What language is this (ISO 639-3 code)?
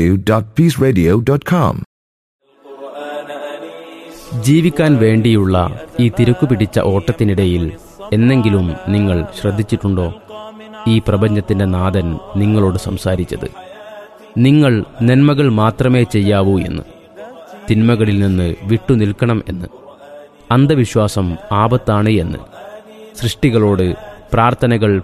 mal